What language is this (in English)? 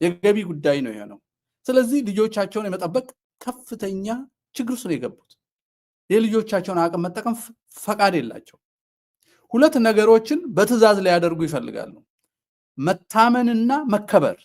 Amharic